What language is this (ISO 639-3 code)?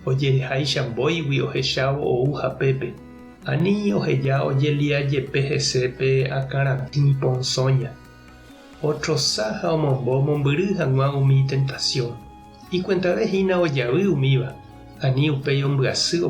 grn